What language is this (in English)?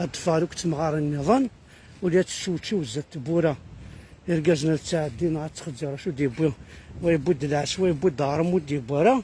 Kabyle